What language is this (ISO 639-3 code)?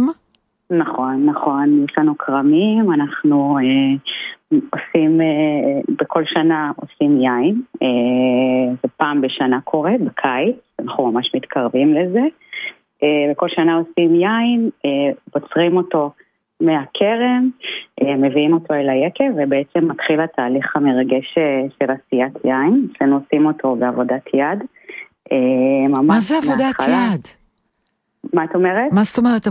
heb